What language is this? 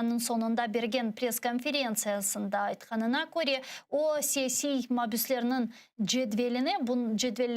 Crimean Tatar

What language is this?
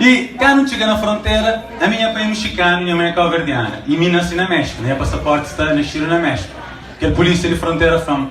Kabuverdianu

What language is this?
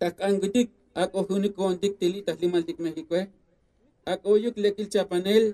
Tzotzil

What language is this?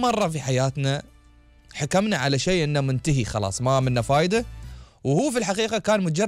Gulf Arabic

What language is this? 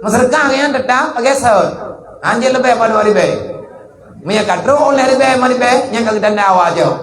Achinese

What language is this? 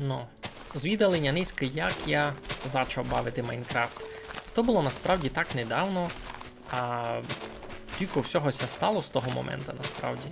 Rusyn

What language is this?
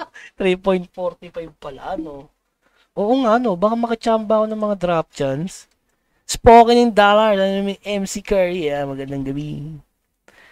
Filipino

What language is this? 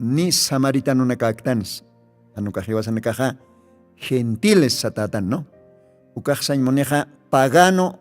Aymara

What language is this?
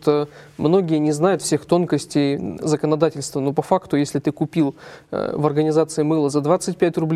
Russian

